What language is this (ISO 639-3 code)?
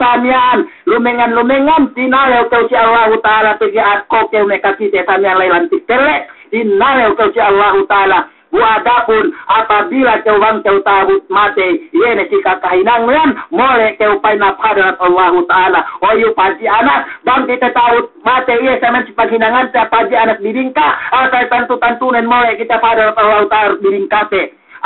yka